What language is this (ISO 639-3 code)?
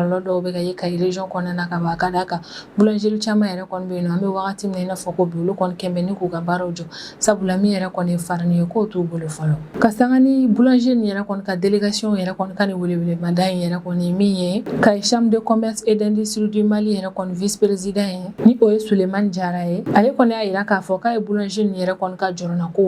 bam